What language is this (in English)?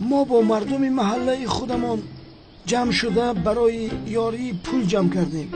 Tajik